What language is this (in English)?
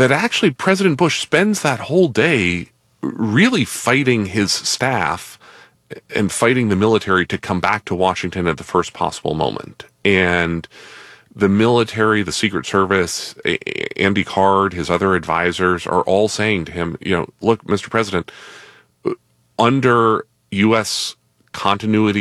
English